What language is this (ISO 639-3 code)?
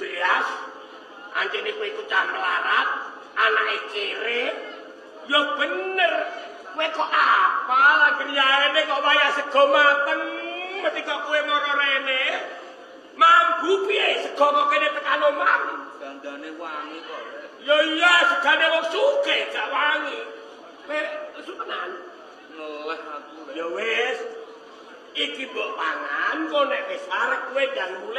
jav